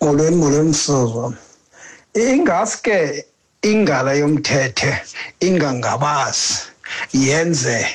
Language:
Xhosa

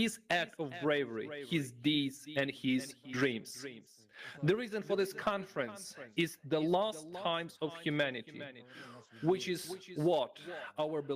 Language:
Nyanja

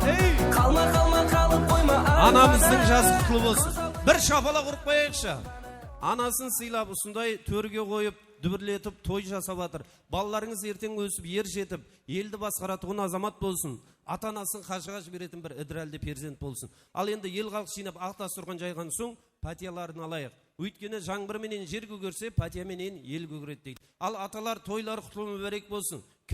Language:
Kara-Kalpak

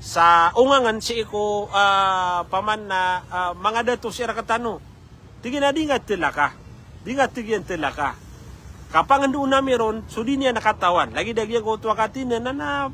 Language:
Maranao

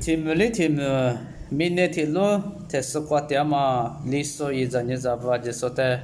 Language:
Lisu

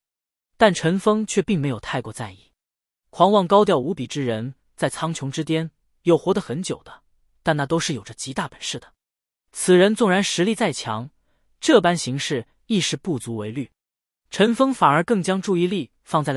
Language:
Chinese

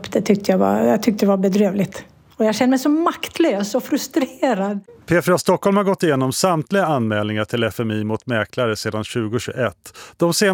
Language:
Swedish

